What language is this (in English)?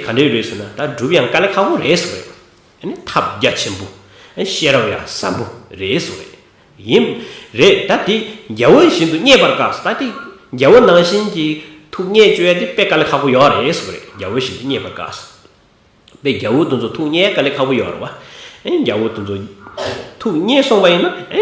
Tibetan